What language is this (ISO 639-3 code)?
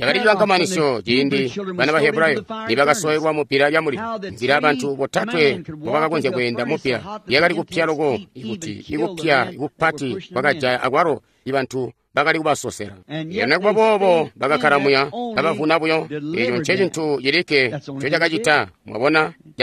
toi